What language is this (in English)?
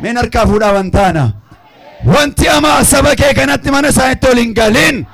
Oromo